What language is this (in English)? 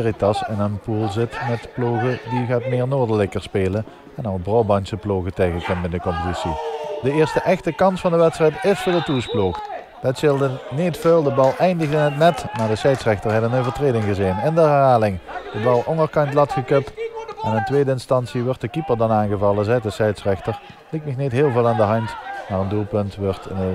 Dutch